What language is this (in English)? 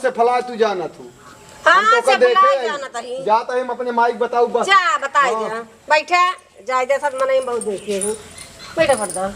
Awadhi